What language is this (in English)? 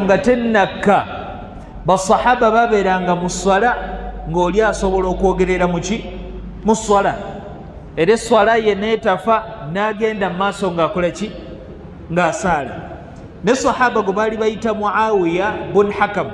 Ganda